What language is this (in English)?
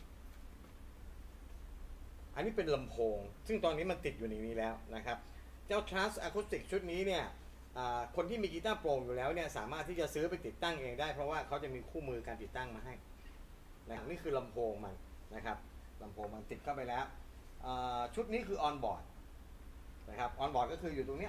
Thai